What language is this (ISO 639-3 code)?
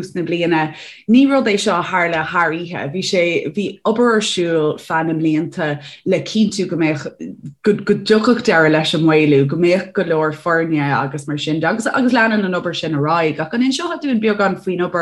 gle